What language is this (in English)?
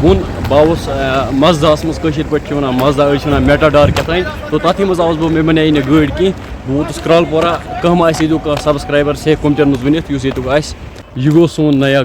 Kashmiri